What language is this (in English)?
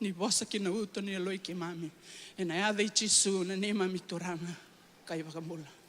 Fijian